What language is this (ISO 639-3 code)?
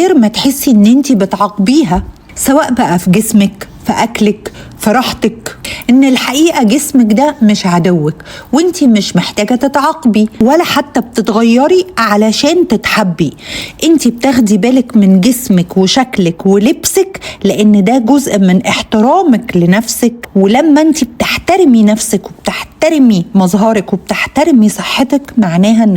arz